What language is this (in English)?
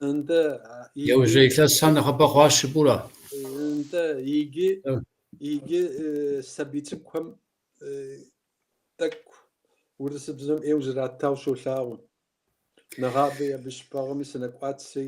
Kabardian